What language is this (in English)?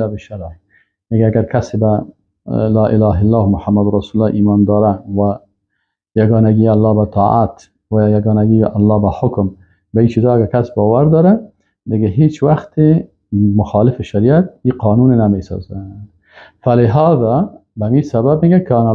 Persian